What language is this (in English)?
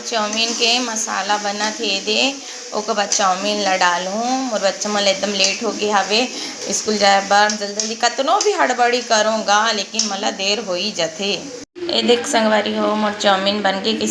Chhattisgarhi